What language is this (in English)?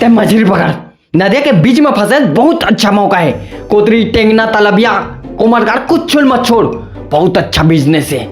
Chhattisgarhi